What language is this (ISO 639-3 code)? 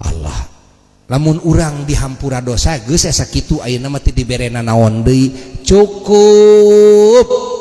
sun